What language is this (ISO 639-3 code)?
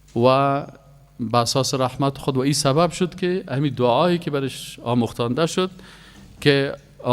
fas